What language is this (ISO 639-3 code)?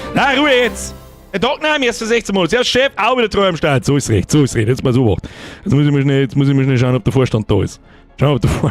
bar